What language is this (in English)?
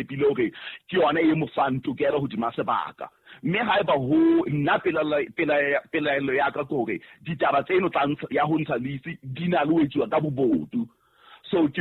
Southern Sotho